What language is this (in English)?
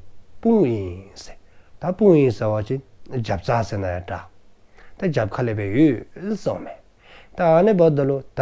Dzongkha